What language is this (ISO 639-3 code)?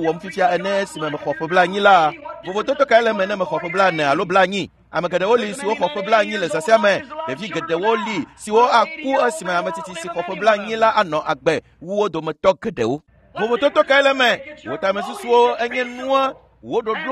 ewe